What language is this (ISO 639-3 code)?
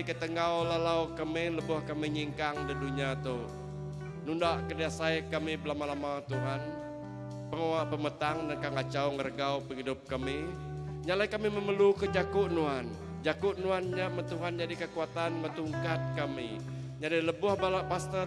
iba